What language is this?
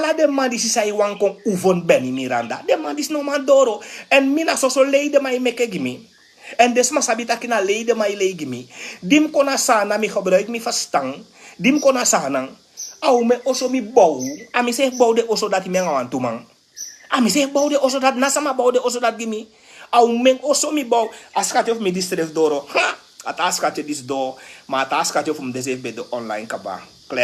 Sranan Tongo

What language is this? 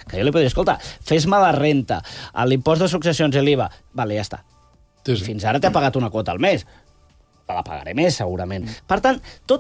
Catalan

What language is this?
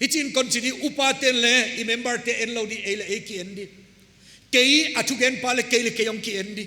Paite Chin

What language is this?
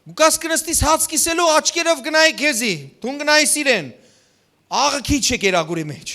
Western Armenian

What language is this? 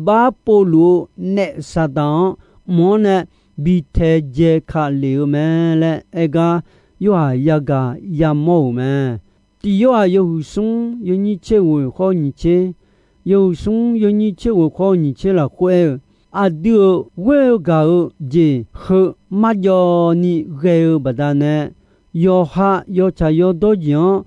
Akha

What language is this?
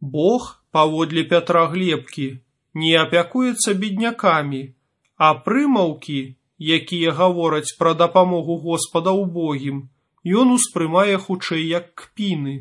Belarusian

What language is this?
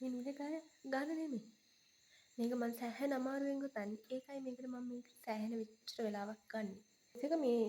Sinhala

